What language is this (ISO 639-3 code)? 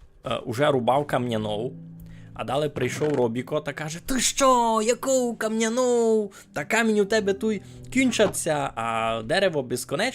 rue